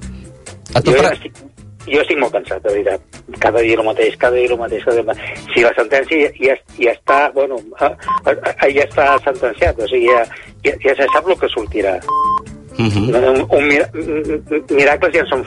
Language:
Catalan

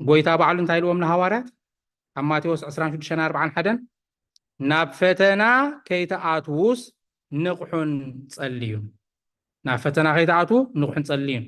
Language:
Tigrinya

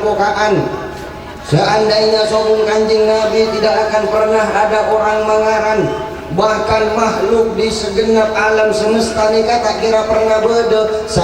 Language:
Madurese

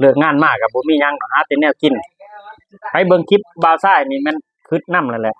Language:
Lao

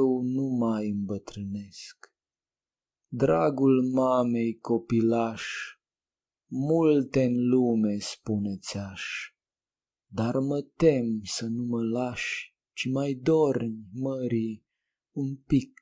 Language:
Romanian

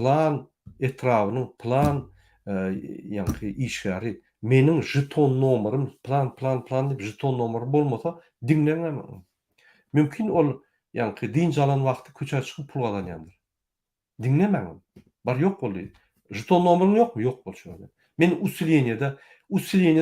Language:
Turkmen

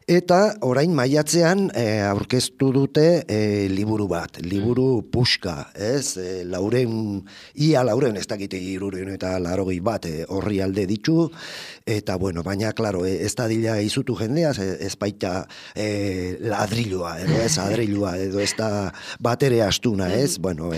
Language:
Basque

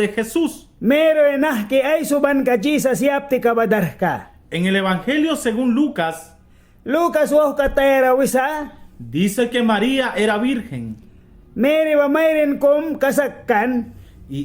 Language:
Mískito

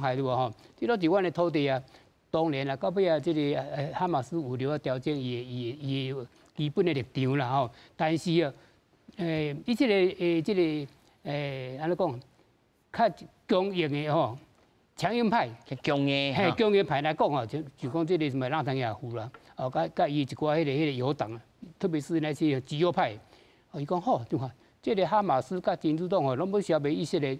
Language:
Min Nan Chinese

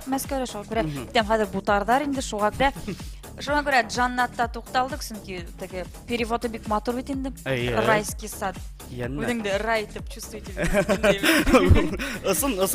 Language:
Bashkir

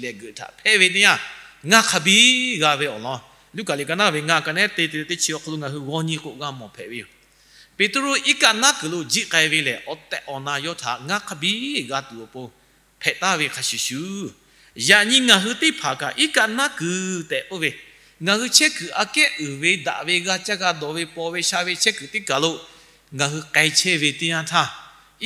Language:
Lahu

